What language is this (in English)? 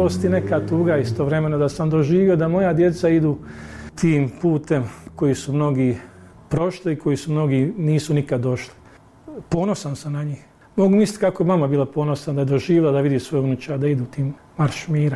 Bosnian